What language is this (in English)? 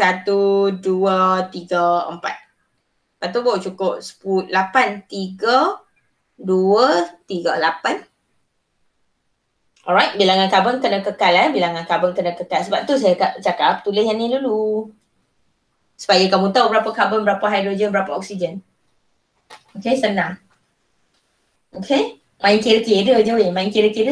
Malay